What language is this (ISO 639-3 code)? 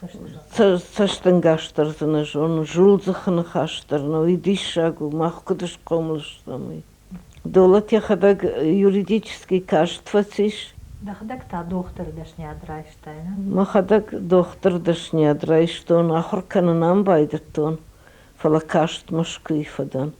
oss